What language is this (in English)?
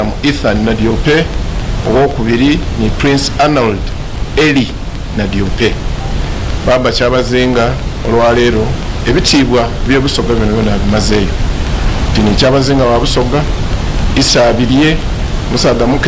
Soga